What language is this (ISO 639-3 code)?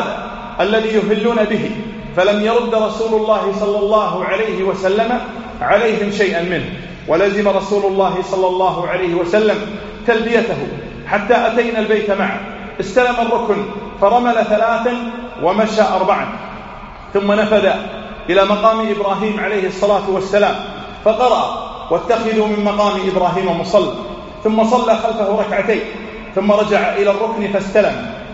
ara